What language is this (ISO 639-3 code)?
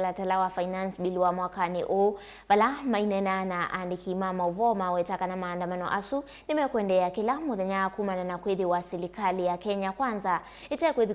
kam